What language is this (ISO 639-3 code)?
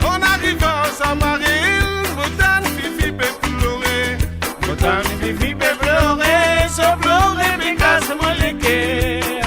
mfe